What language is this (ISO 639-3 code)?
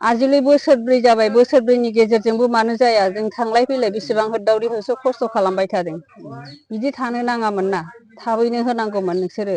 brx